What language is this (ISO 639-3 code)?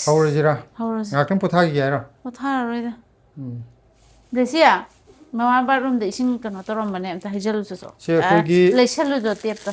mni